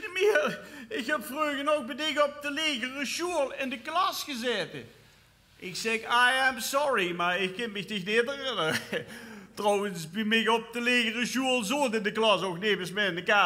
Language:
Limburgish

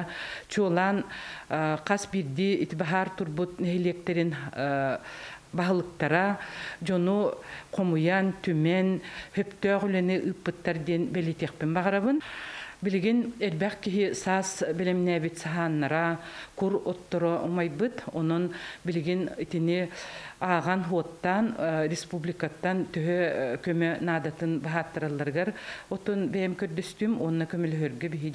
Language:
Yakut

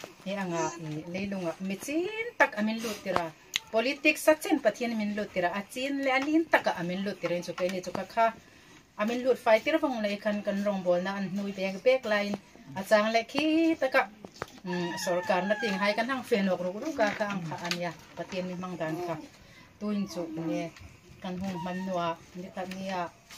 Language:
Hmar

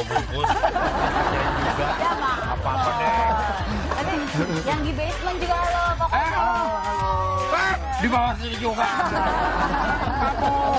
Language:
Indonesian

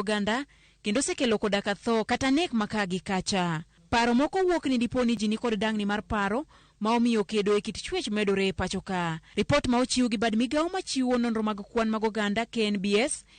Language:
Luo (Kenya and Tanzania)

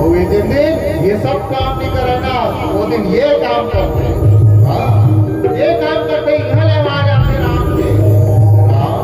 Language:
Chhattisgarhi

